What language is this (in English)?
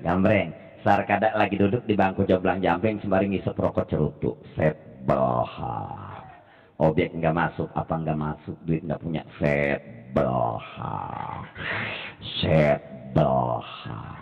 Betawi